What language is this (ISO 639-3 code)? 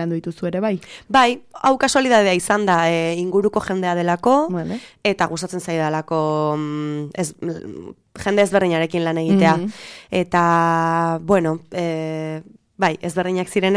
eus